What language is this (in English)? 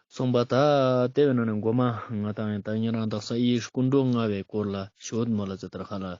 Ladakhi